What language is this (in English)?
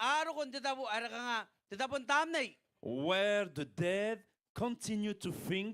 Gilbertese